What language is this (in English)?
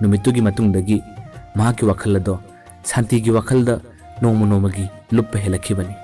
Manipuri